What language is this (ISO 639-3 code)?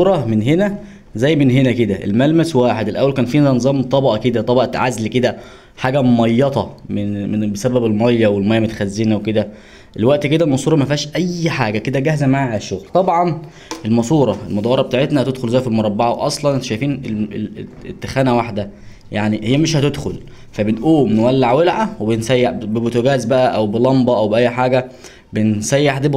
arz